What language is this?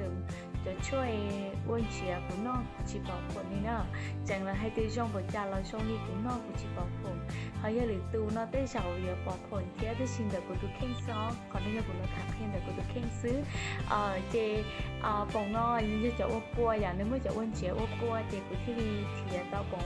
Hmong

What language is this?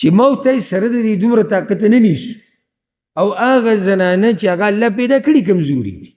Pashto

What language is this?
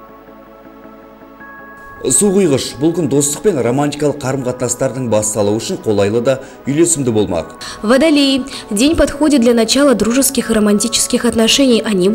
Kazakh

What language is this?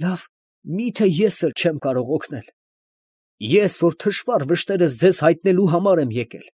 Armenian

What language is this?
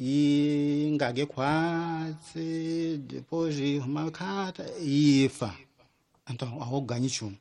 Tsonga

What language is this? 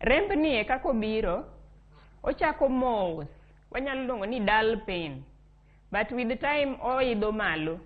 Luo (Kenya and Tanzania)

